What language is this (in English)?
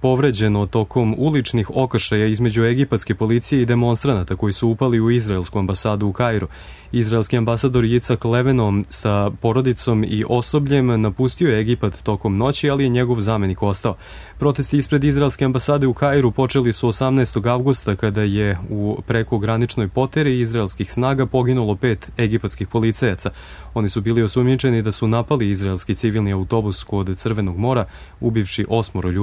Serbian